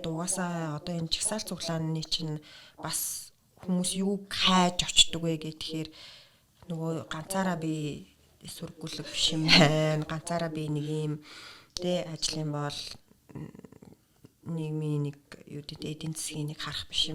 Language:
Mongolian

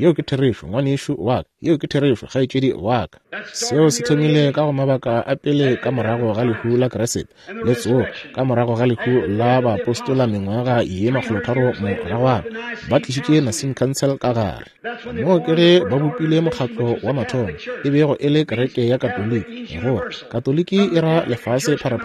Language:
Northern Sotho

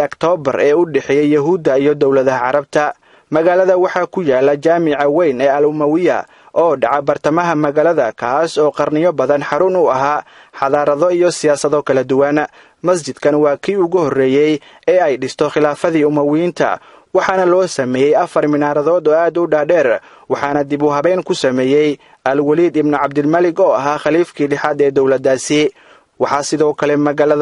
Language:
Somali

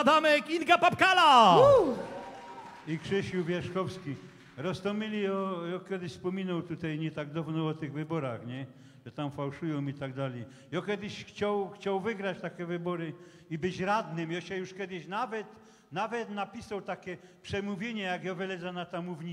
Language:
Silesian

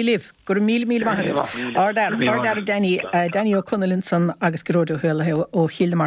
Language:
Irish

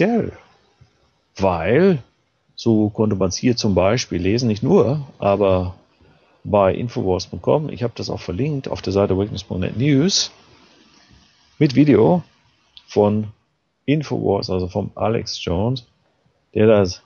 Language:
German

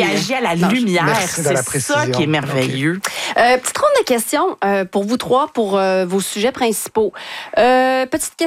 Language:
French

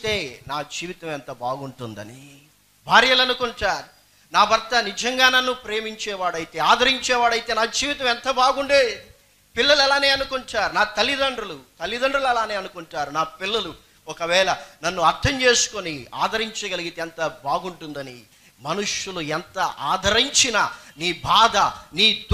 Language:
Telugu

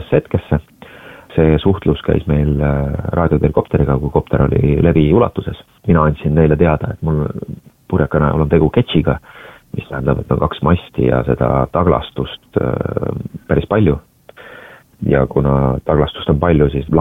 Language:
Estonian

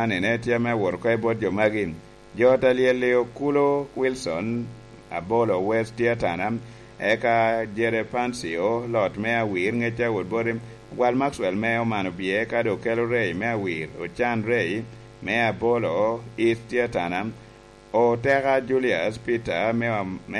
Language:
Lango (Uganda)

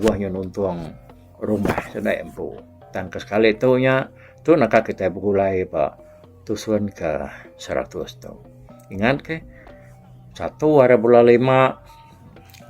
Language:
Iban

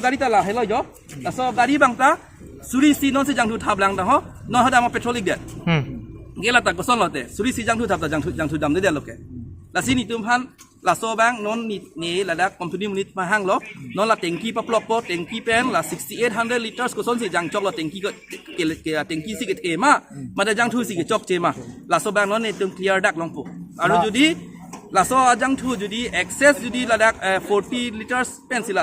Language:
Karbi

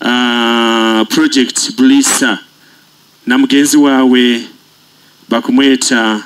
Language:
Nyoro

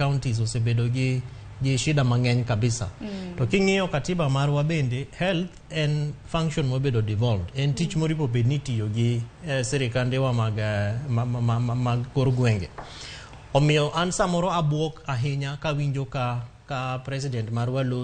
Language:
Luo (Kenya and Tanzania)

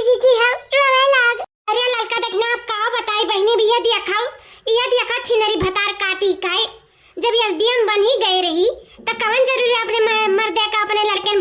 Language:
Awadhi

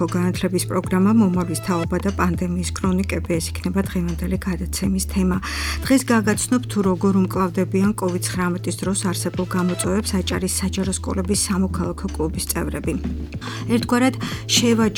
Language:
Georgian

